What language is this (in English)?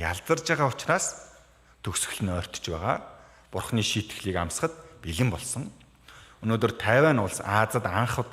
Mongolian